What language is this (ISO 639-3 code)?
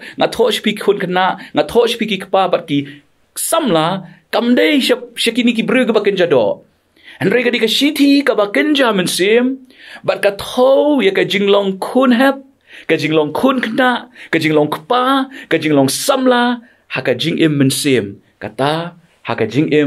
kha